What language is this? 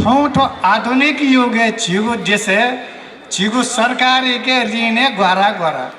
Newari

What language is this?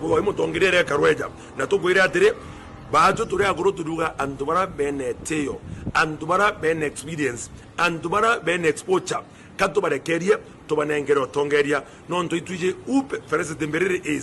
Meru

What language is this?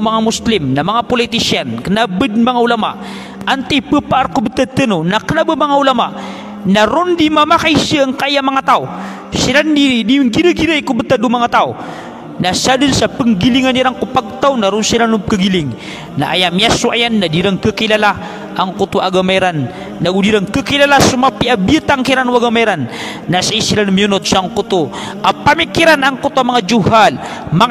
Maranao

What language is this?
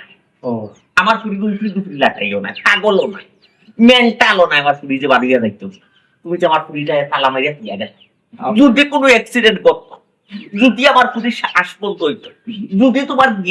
Sylheti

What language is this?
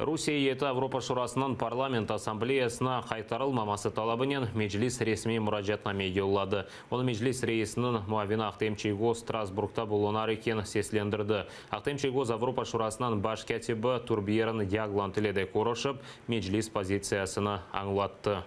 Crimean Tatar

